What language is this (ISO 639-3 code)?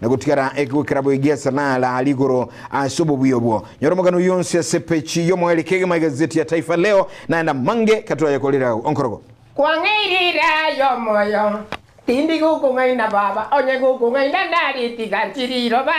guz